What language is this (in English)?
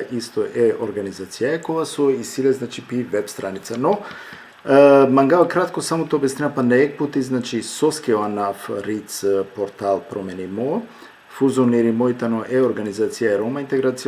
Balkan Romani